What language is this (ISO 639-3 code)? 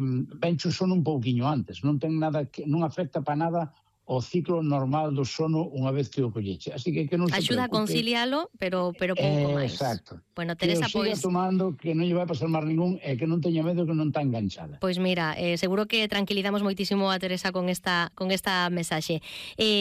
glg